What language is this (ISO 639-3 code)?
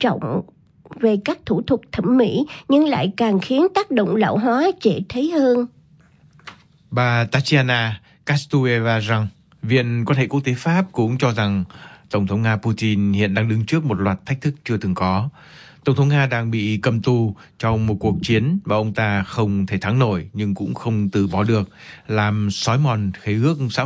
vie